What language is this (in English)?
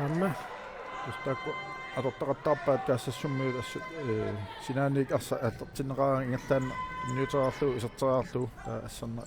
Kalaallisut